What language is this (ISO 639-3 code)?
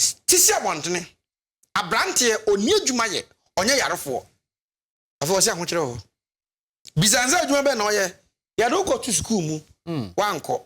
aka